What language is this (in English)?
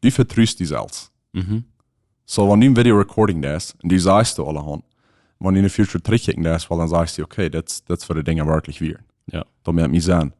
Plautdietsch